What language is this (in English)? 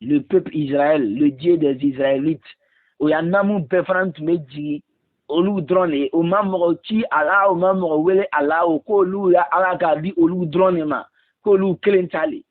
Bambara